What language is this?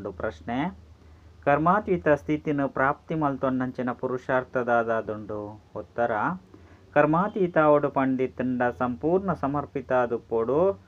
Tulu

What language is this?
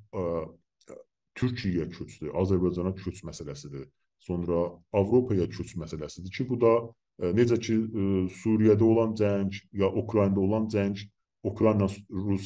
South Azerbaijani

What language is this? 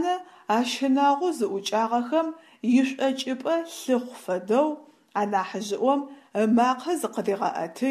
Adyghe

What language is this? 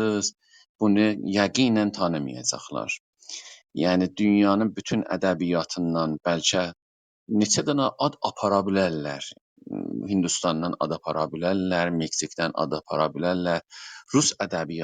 South Azerbaijani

